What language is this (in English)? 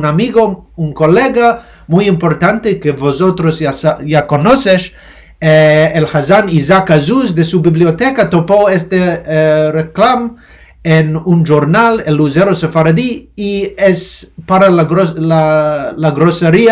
Ladino